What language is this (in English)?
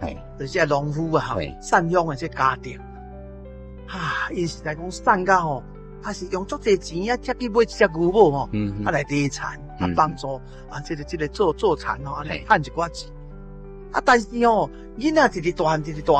Min Nan Chinese